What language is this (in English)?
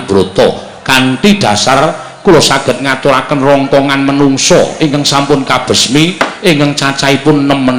Javanese